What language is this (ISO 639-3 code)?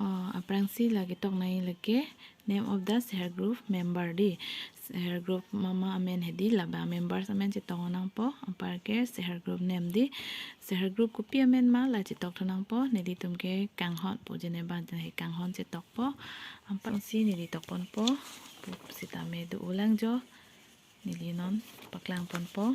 mjw